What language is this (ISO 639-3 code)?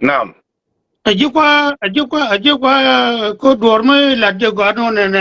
nus